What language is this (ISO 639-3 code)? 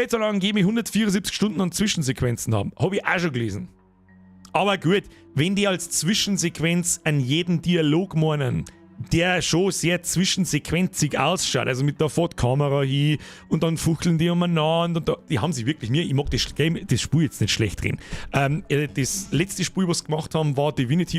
bar